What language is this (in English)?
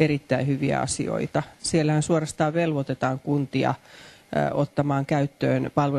Finnish